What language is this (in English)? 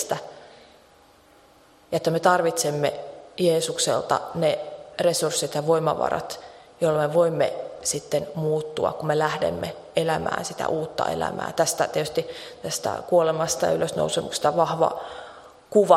Finnish